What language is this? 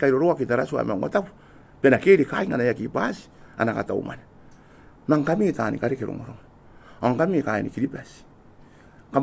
Gilbertese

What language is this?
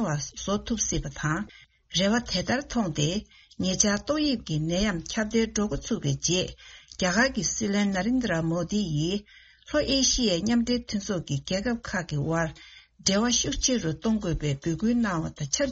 Tibetan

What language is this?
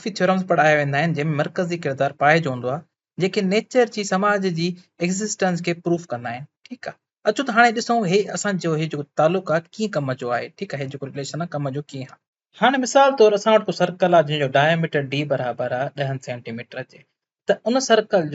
Sindhi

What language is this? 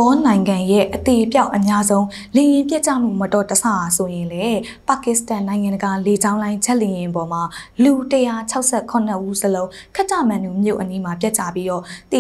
Burmese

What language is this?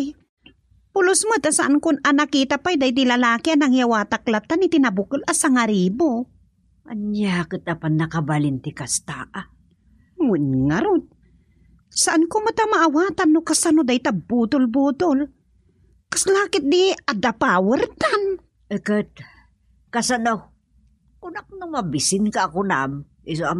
Iloko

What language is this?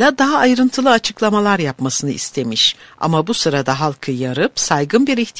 Turkish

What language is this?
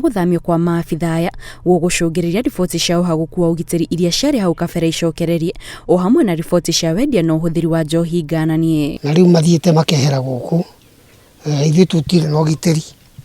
Kikuyu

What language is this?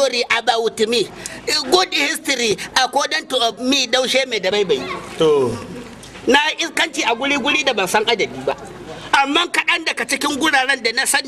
Hausa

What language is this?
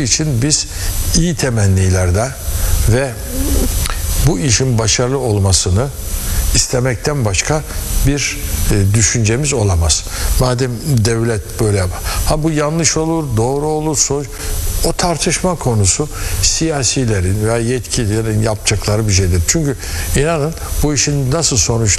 Turkish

